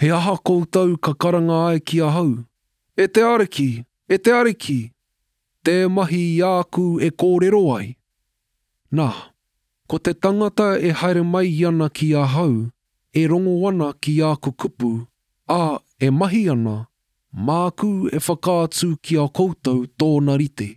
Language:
Māori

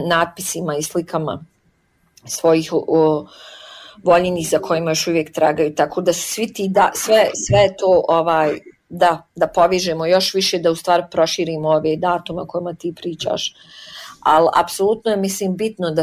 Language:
Bosnian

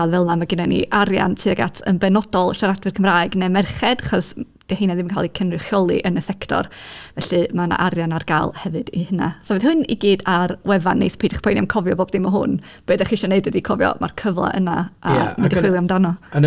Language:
Welsh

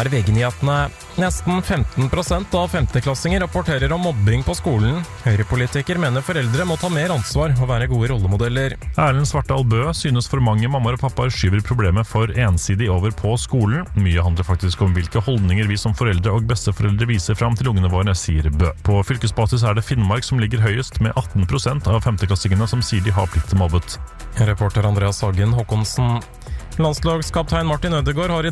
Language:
Norwegian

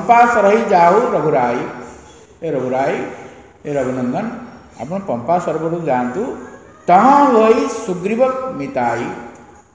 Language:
Odia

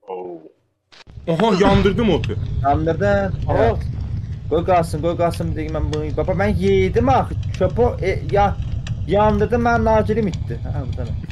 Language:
South Azerbaijani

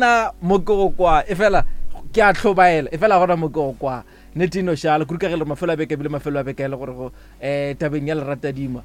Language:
Northern Sotho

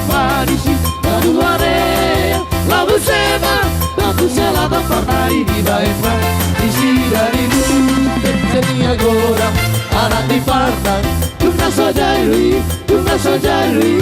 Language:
Batak Toba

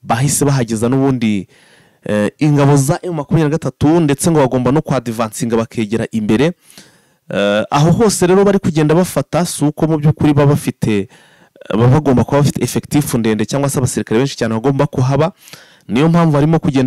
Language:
Kinyarwanda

